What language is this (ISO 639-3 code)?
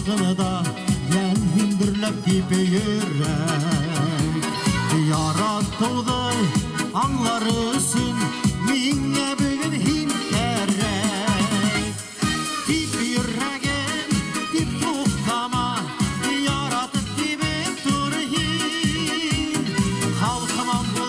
bak